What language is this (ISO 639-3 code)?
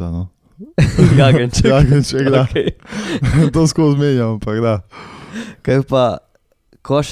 slv